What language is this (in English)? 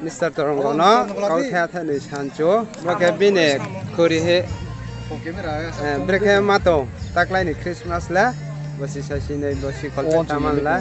Riang (India)